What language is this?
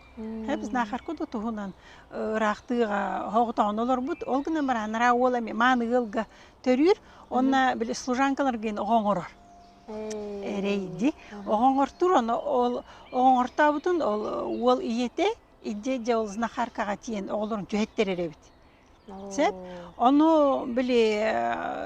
Yakut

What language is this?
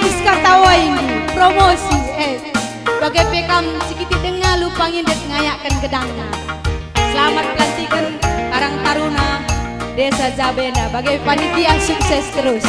Batak Karo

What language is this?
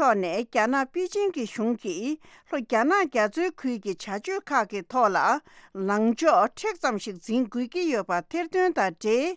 Tibetan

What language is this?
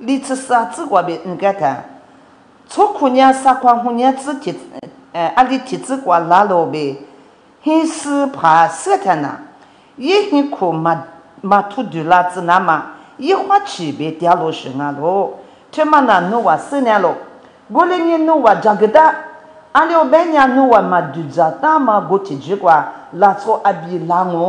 Lisu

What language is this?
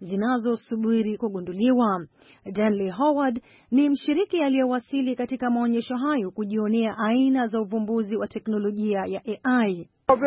Swahili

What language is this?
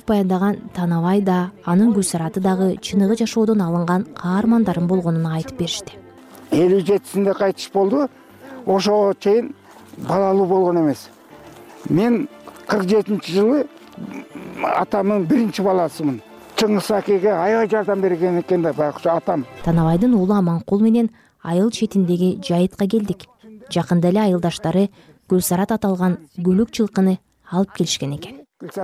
Kyrgyz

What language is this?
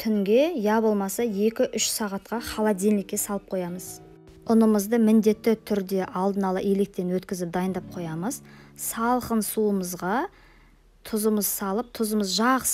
Kazakh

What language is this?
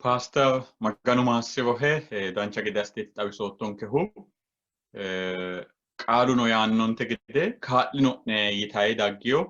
Sidamo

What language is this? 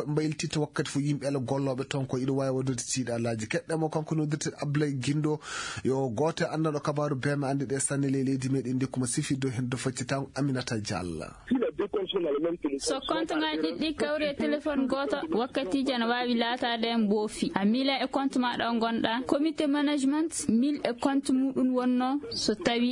Fula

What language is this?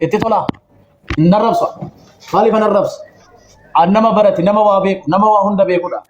Oromo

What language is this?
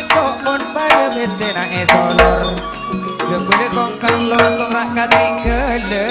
Madurese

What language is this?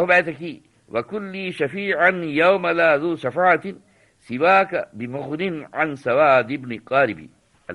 Divehi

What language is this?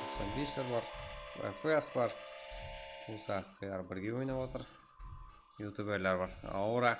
Kara-Kalpak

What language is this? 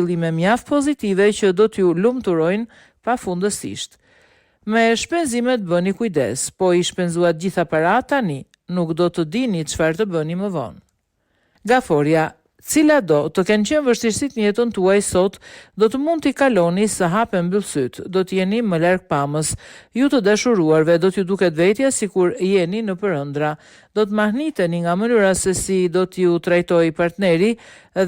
Albanian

